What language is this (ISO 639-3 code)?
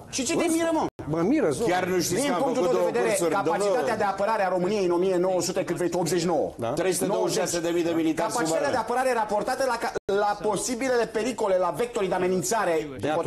ron